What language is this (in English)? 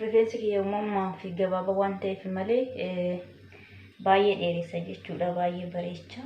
Oromo